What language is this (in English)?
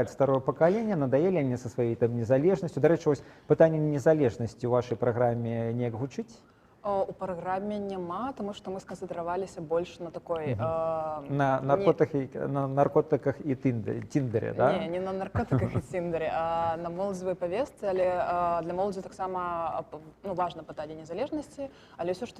Belarusian